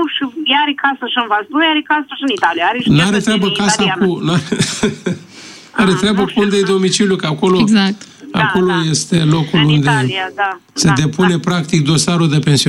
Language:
Romanian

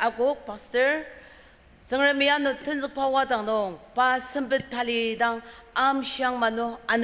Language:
Ao Naga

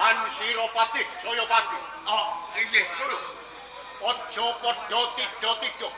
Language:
Javanese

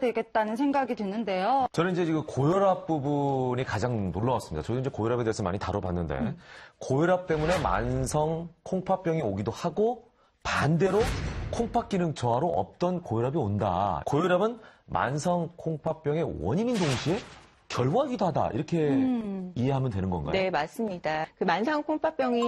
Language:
Korean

